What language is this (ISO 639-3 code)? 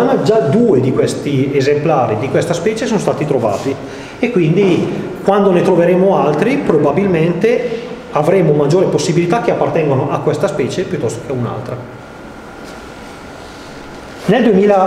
ita